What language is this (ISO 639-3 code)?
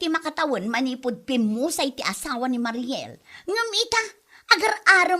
ilo